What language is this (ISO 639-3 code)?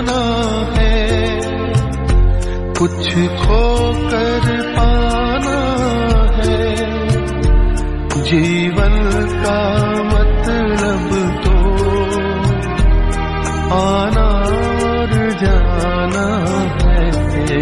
pan